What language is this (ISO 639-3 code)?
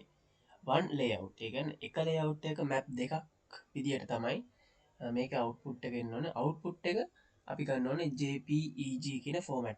sin